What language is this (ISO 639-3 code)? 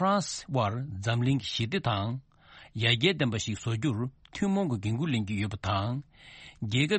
bod